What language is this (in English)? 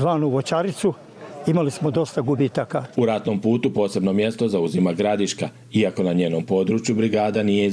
Croatian